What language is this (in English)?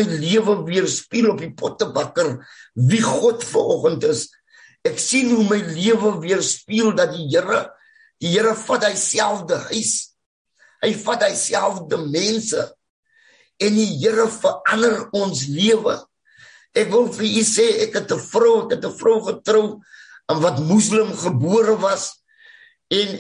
Afrikaans